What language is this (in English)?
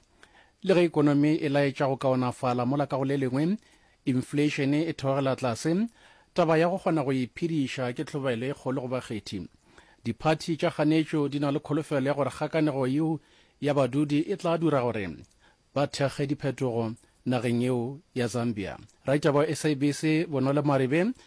Northern Sotho